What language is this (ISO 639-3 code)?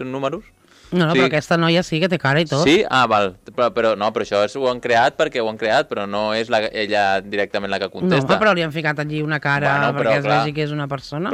cat